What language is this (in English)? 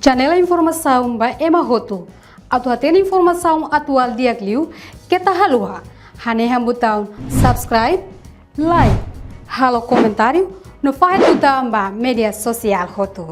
Tetum